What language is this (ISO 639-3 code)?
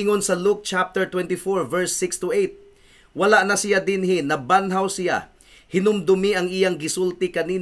ceb